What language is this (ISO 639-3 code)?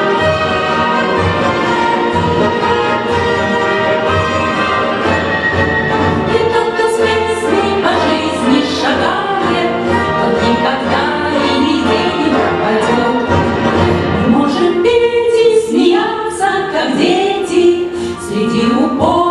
rus